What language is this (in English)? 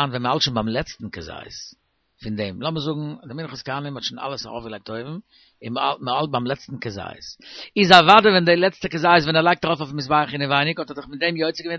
Yiddish